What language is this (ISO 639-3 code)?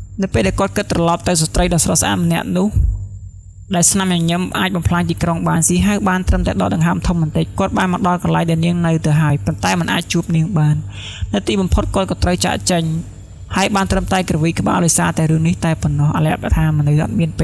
khm